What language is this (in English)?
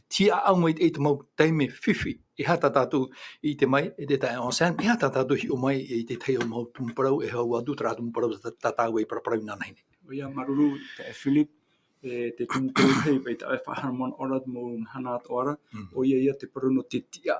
Tahitian